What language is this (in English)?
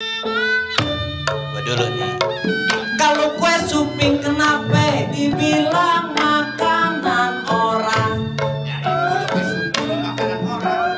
Betawi